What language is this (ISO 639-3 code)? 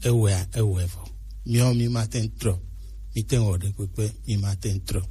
gej